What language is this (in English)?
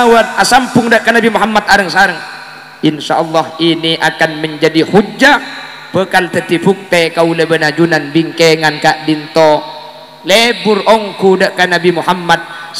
Madurese